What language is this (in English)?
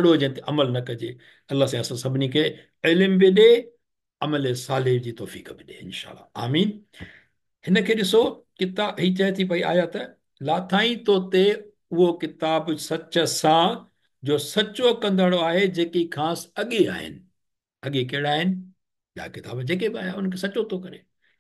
Sindhi